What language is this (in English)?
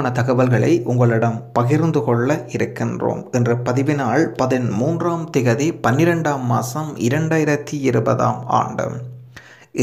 Tamil